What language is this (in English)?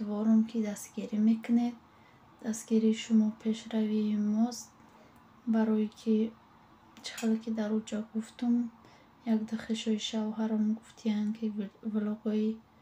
Tajik